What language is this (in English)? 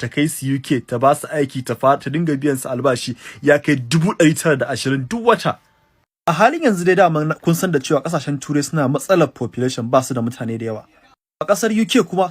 Hausa